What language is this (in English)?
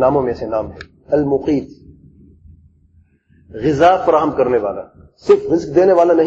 Urdu